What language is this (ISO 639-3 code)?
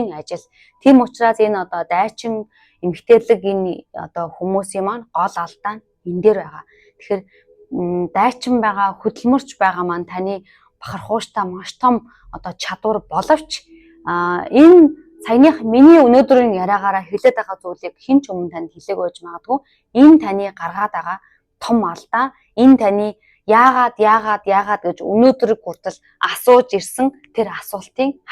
mon